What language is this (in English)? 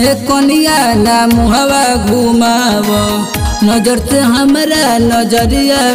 Bhojpuri